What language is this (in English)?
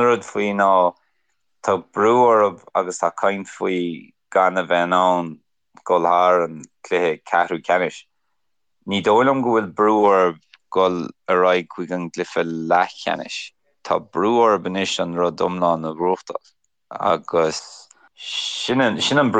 Irish